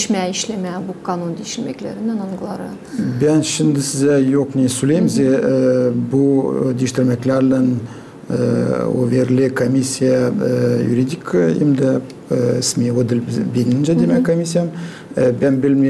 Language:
Gagauz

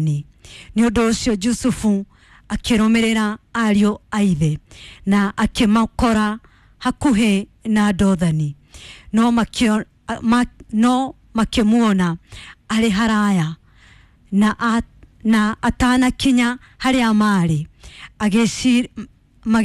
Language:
Kikuyu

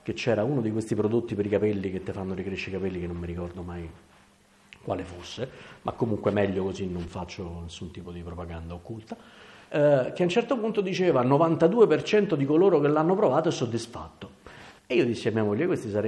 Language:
Italian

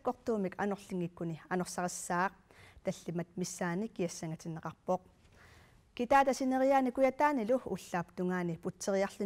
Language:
Kalaallisut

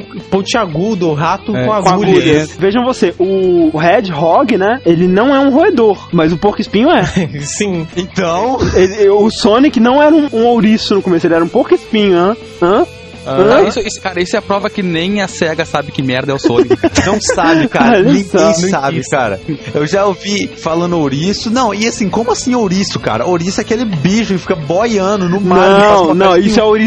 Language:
Portuguese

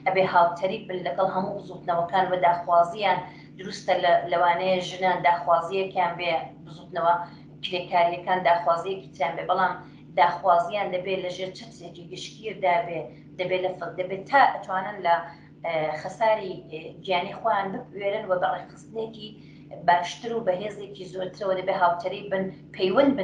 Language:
Central Kurdish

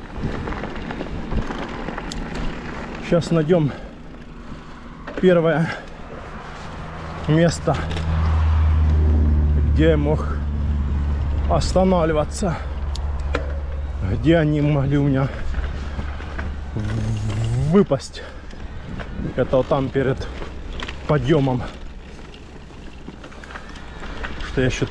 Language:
Russian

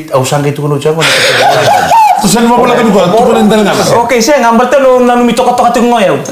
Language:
Fijian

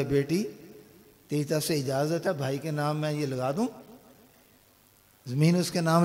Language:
Urdu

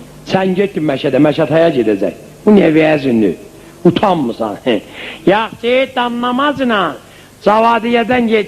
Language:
South Azerbaijani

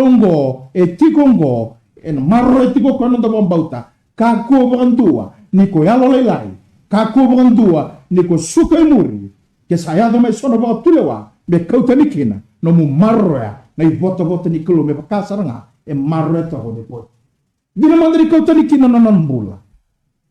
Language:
Fijian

